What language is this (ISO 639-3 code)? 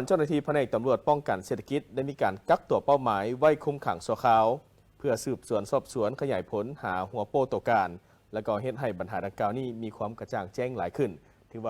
lao